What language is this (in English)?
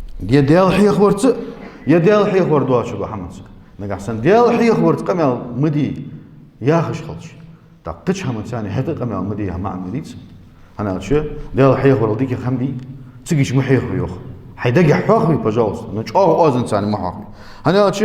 Ingush